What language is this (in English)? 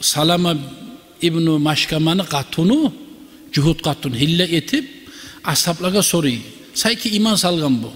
Kumyk